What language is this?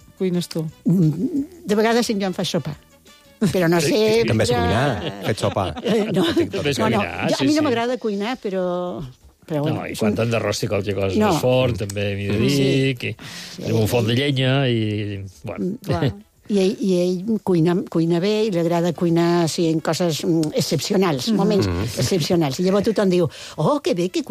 Catalan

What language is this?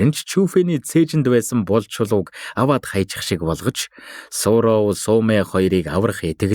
Mongolian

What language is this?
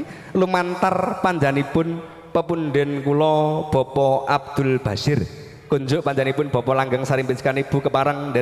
Javanese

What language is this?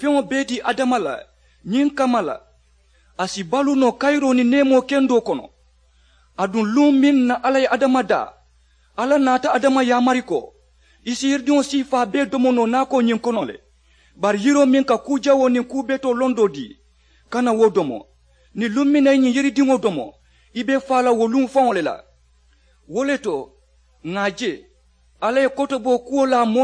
Mandingo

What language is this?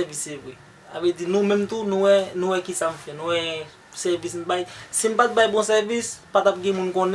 Haitian Creole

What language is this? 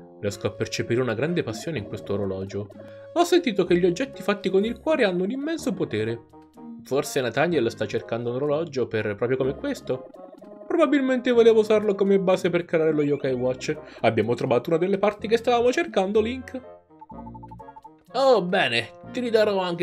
Italian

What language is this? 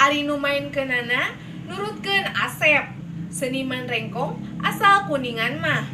Sundanese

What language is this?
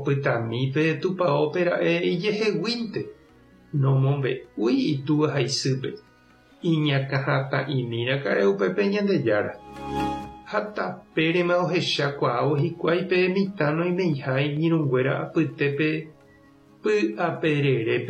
Guarani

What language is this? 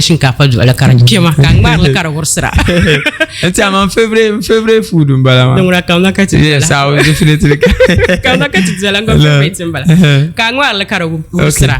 Dagbani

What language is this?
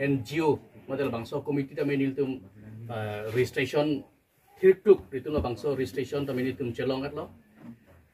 Karbi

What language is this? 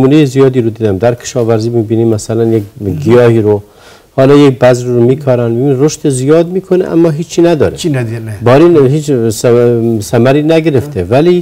Persian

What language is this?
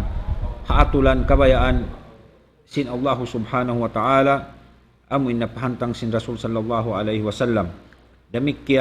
Tausug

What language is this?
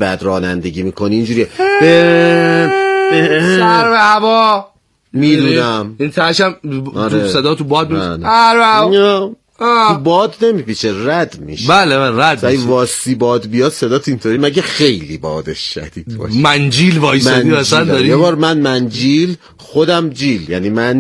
Persian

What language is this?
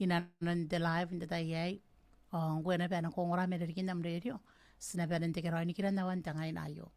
Gilbertese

